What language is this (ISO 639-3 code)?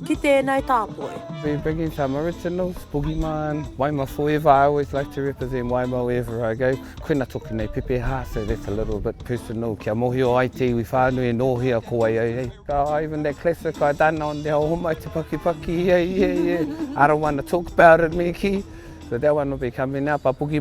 mri